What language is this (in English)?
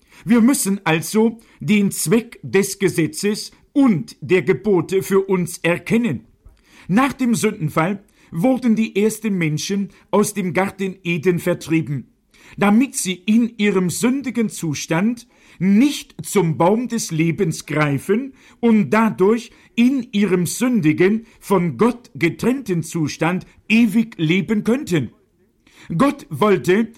German